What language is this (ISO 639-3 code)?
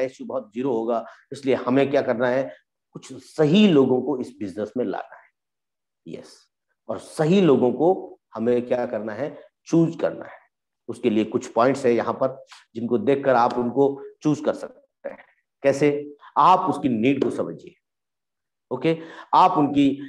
hin